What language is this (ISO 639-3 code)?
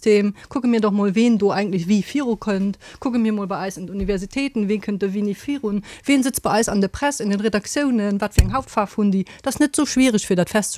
ltz